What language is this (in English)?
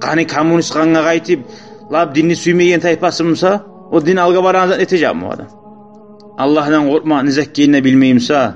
Kumyk